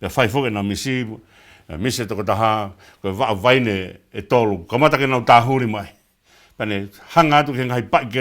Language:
Tongan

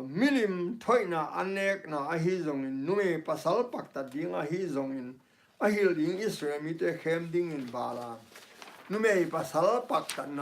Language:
Tedim Chin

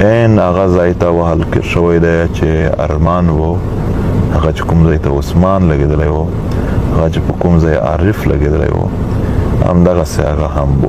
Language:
Pashto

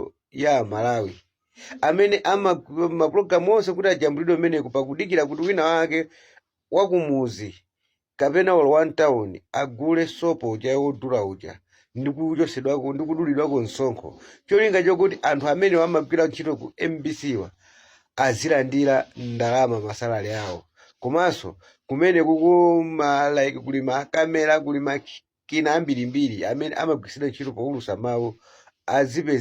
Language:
Nyanja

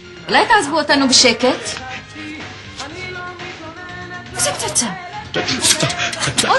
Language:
Hebrew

